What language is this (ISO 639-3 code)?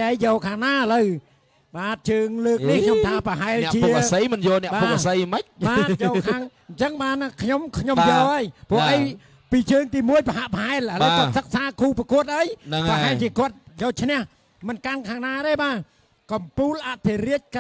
khm